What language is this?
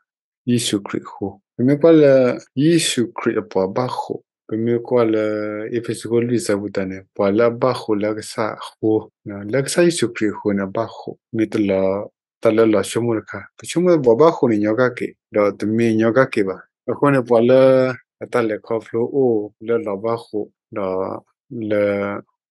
S'gaw Karen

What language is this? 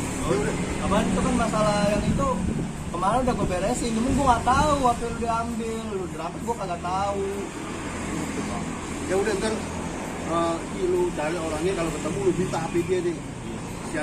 Betawi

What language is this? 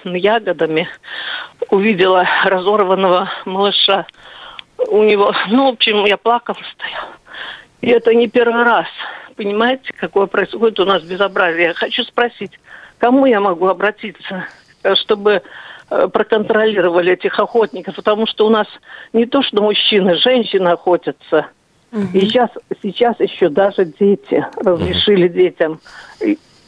Russian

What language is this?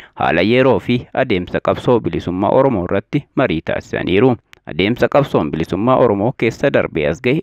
Oromo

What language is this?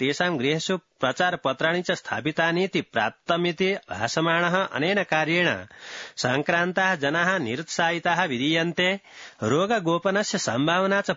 Sanskrit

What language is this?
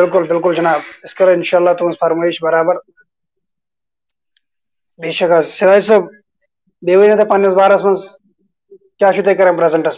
Kashmiri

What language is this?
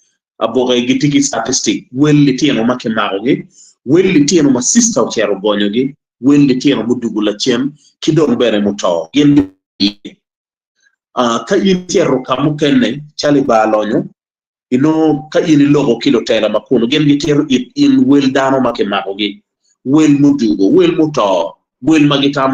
Acoli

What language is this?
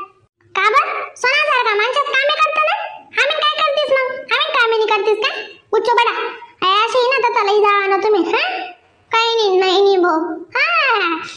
Khandesi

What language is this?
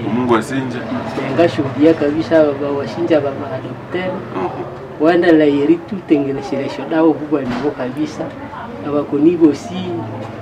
Nande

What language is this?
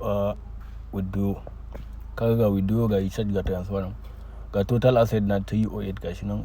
Hausa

